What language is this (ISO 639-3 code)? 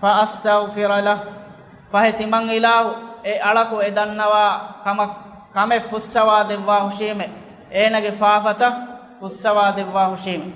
div